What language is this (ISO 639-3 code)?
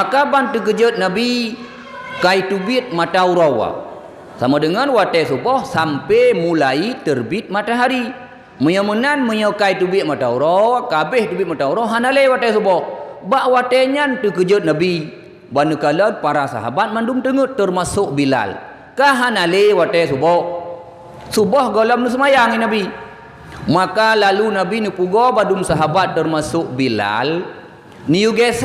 ace